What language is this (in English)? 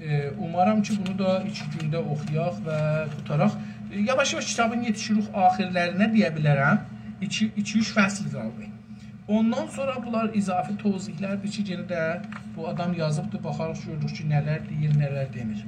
South Azerbaijani